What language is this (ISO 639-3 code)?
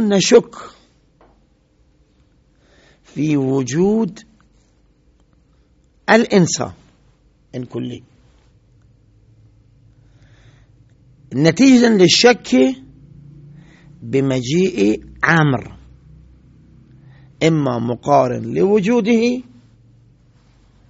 ara